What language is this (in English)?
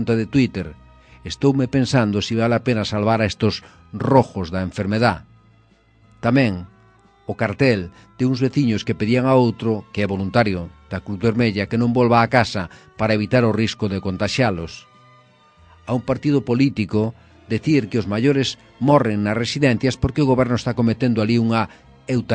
Galician